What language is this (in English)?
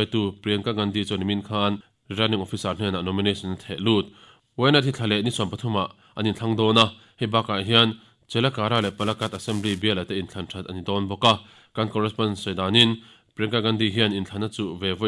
Mizo